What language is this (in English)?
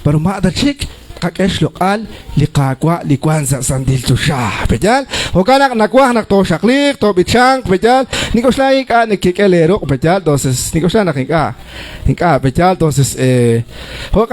Kekchí